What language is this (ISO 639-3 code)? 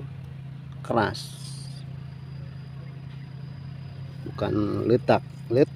ind